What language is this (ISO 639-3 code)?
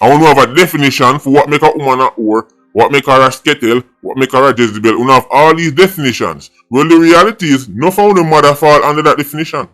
jam